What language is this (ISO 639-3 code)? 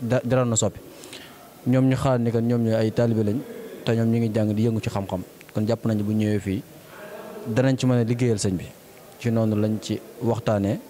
wol